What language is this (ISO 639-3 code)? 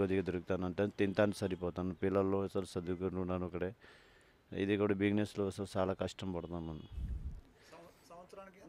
tel